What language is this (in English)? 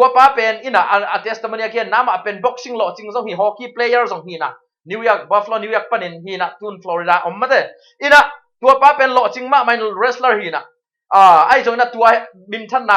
Tedim Chin